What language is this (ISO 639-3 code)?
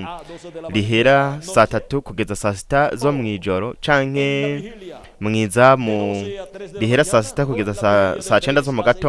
run